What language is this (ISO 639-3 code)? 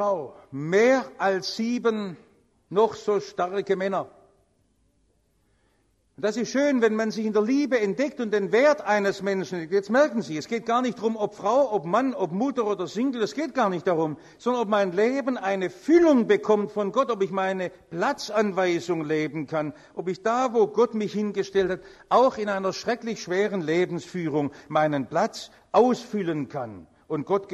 deu